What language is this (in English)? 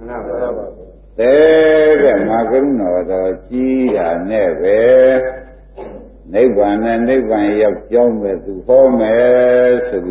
Burmese